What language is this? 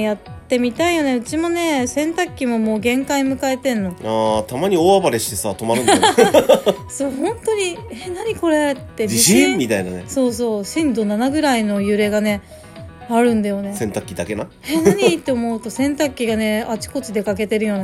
Japanese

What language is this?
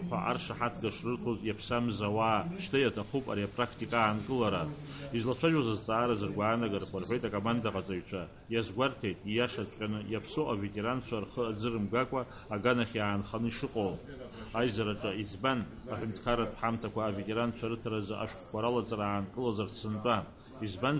Abkhazian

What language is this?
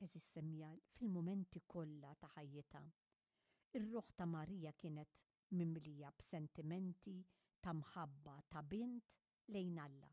Maltese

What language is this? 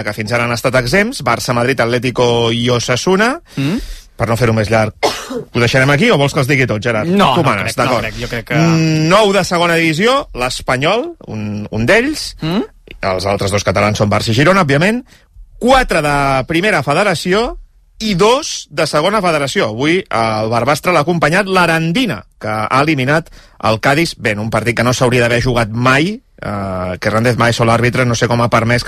Catalan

